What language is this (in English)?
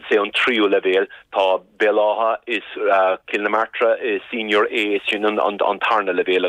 Irish